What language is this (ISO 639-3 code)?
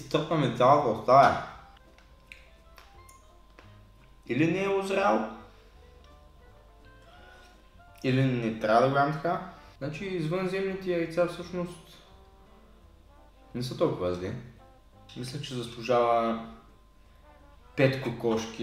bul